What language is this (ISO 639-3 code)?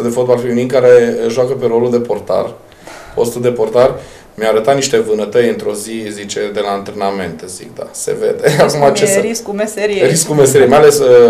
ron